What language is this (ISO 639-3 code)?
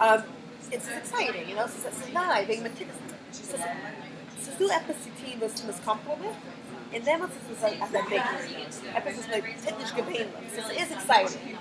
yid